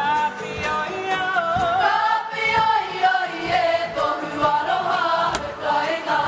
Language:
Māori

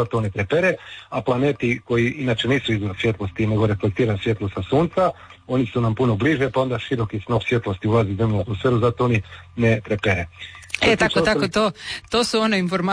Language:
Croatian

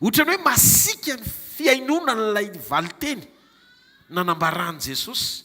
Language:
Malagasy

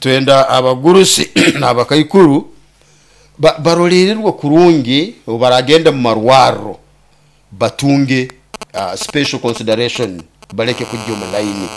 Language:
Nyoro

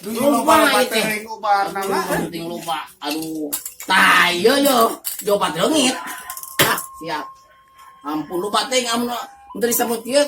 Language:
Sundanese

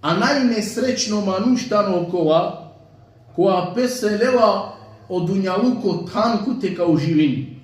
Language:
Balkan Romani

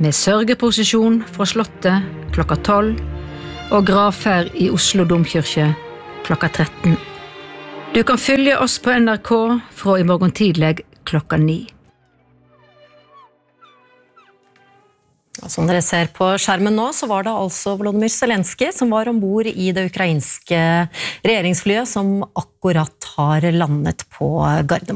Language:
Norwegian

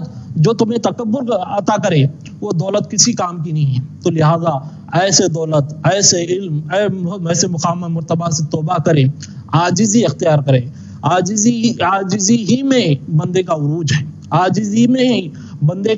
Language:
Urdu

